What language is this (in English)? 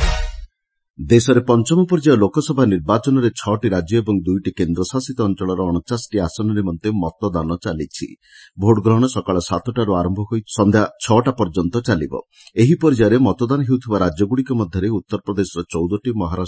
Odia